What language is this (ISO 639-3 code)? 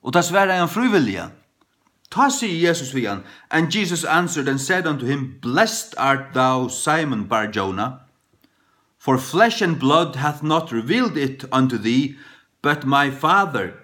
fao